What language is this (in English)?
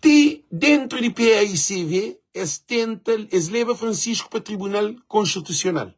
Kabuverdianu